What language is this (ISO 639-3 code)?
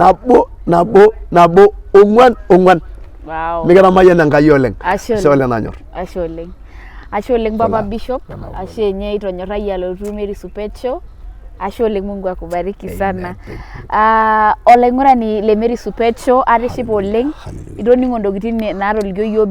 mas